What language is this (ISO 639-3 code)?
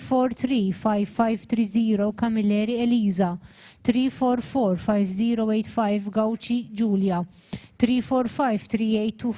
eng